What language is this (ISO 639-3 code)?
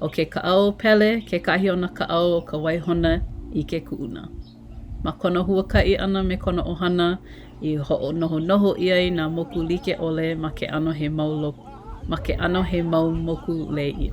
haw